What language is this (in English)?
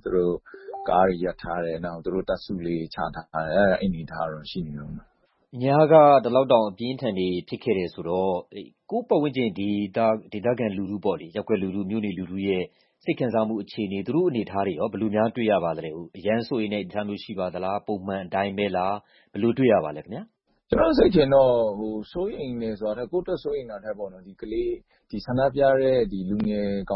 Burmese